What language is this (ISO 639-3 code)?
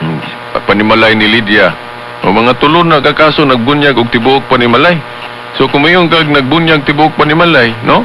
ceb